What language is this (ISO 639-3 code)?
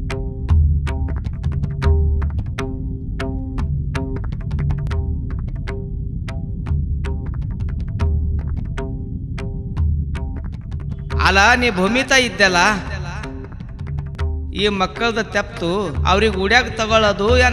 kan